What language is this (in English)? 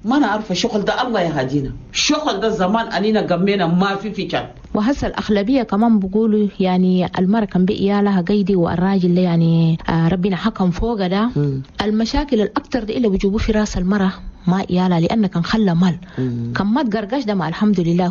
Chadian Arabic